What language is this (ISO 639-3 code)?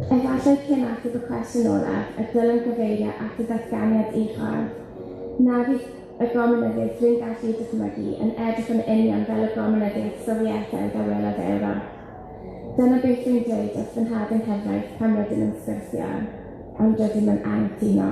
cym